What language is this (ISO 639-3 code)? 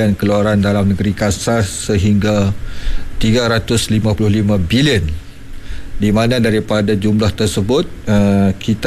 msa